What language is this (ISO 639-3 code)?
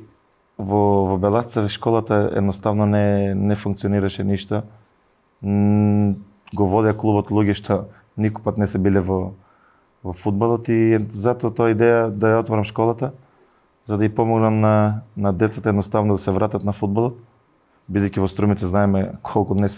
mkd